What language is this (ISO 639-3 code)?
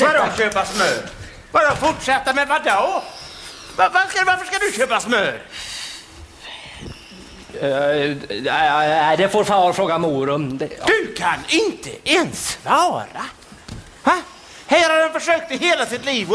swe